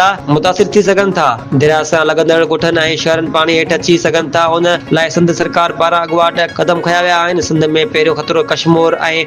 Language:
Sindhi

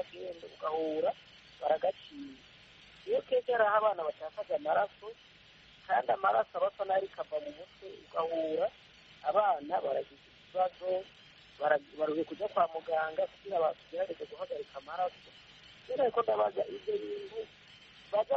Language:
Kinyarwanda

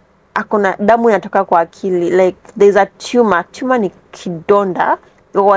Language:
Swahili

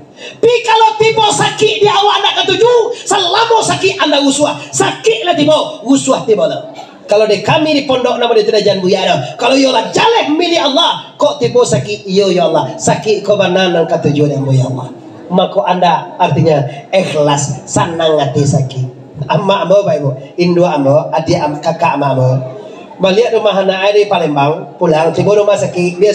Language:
Minangkabau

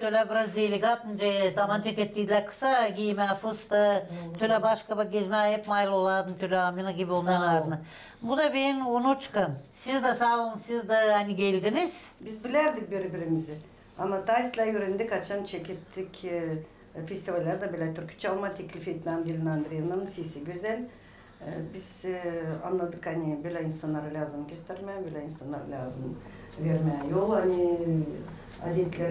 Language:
Gagauz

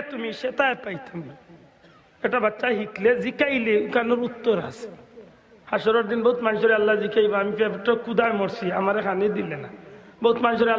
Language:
Sylheti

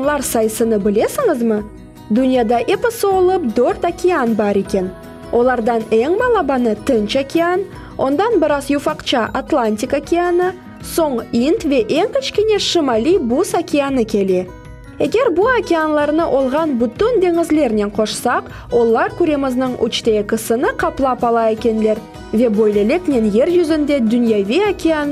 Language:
Crimean Tatar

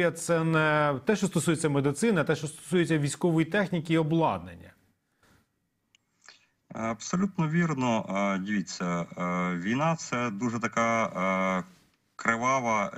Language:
Ukrainian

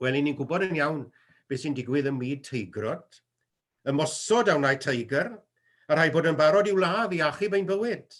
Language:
Welsh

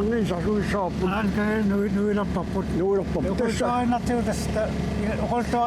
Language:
Kalaallisut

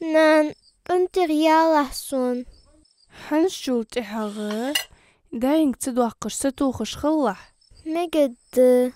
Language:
Ingush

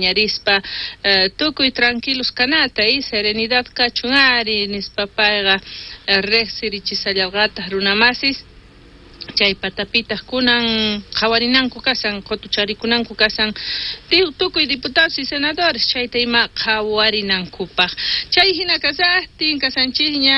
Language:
South Bolivian Quechua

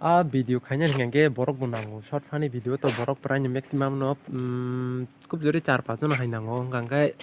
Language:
Kok Borok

